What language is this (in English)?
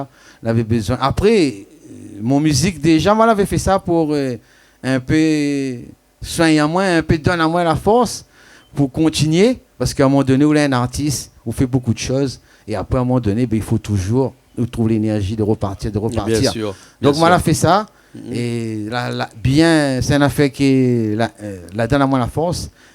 Réunion Creole French